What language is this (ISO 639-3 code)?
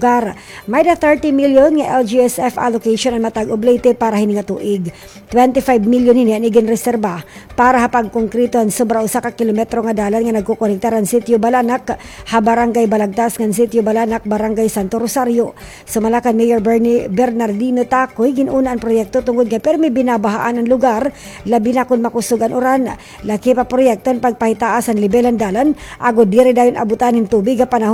war